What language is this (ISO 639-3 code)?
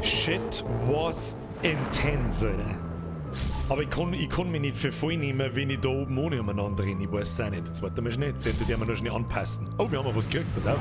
bar